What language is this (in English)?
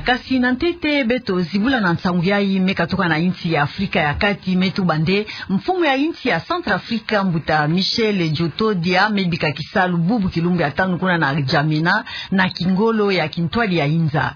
Kituba (Democratic Republic of Congo)